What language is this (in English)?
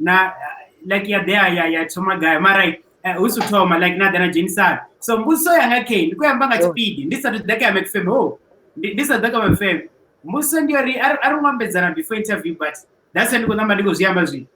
Venda